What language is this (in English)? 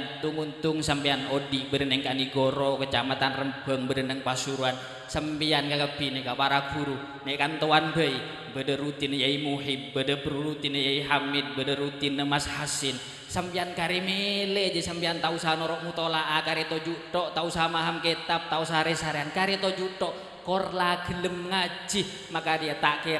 Madurese